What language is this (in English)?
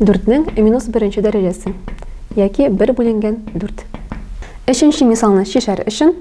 Tatar